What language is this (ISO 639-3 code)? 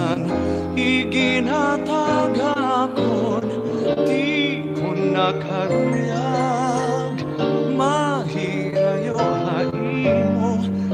war